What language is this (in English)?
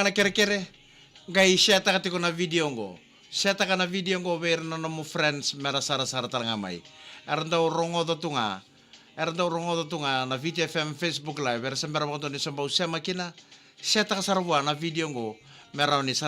Fijian